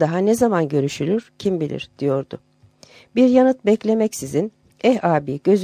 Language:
Turkish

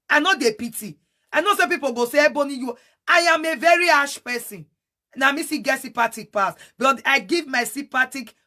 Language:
Nigerian Pidgin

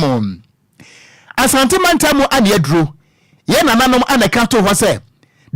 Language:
Akan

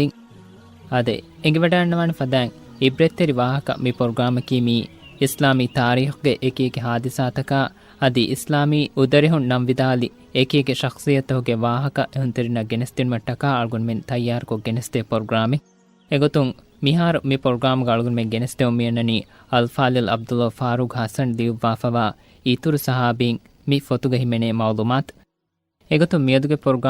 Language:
Divehi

